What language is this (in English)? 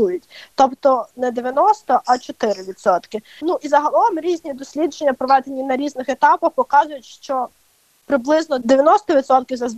Ukrainian